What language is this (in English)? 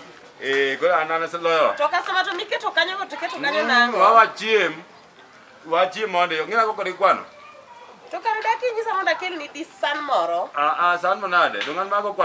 Luo (Kenya and Tanzania)